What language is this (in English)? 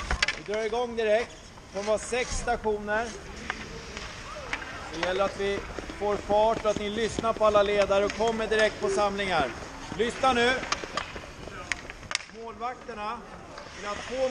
Swedish